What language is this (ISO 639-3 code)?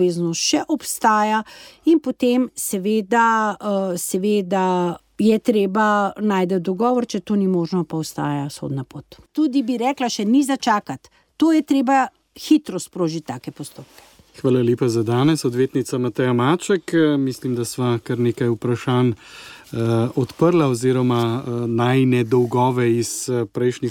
slv